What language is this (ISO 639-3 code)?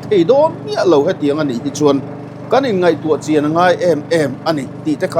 lus